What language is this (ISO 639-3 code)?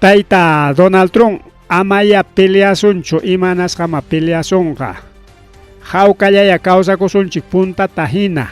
quy